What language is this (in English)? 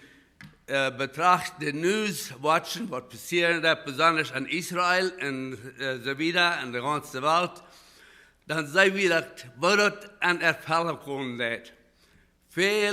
Plautdietsch